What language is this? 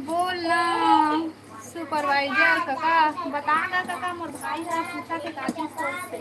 Chhattisgarhi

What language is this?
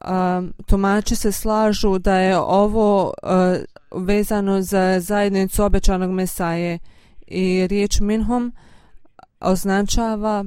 Bosnian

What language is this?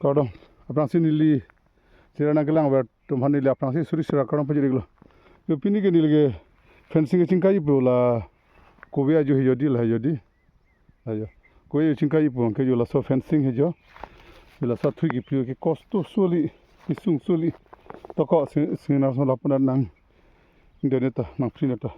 Karbi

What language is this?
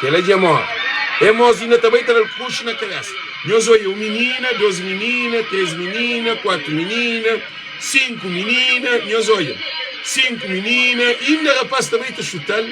Kabuverdianu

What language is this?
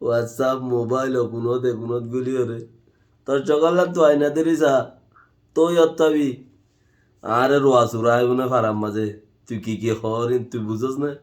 Rohingya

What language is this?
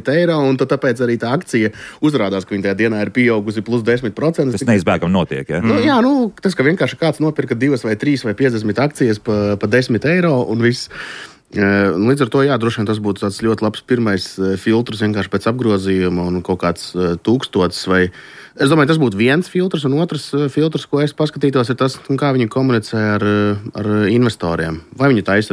Latvian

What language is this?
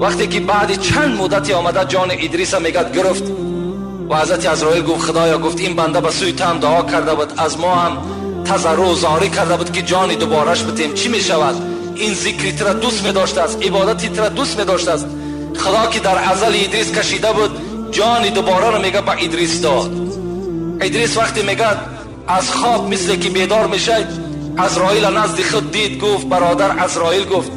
Tajik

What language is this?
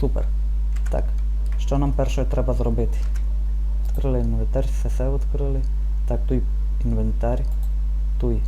Rusyn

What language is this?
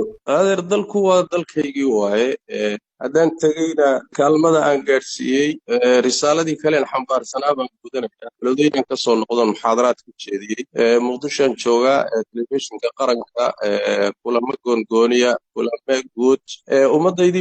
Somali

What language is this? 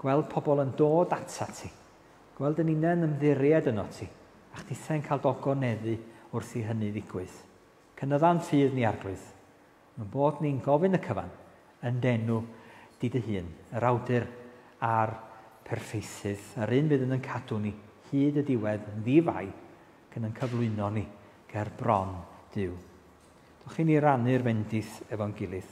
Welsh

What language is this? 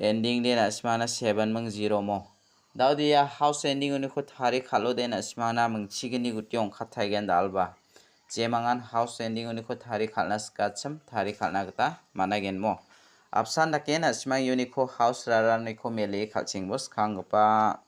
Garo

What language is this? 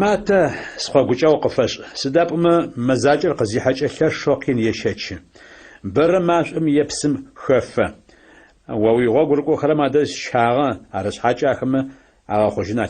Adyghe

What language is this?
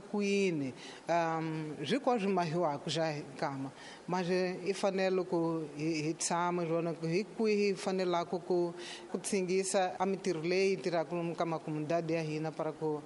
Tsonga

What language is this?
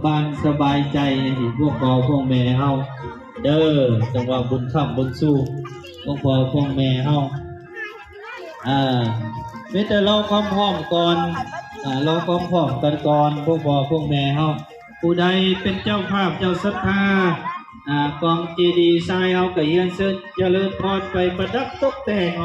Lao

